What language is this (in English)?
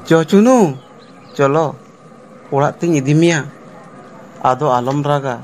Santali